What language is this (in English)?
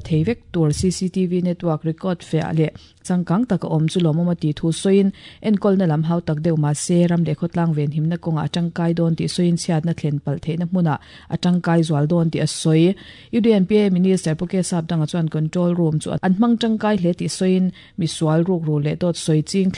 Mizo